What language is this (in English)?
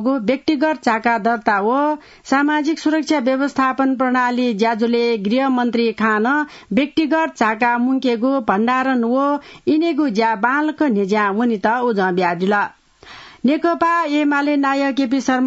Newari